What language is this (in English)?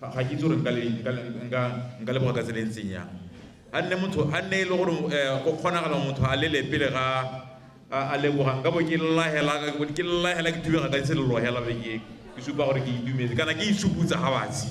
Tswana